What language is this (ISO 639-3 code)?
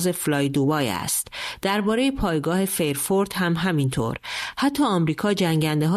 fas